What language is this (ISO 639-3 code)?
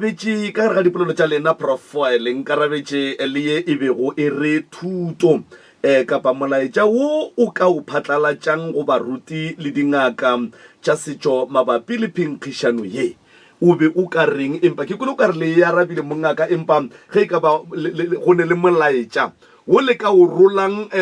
nso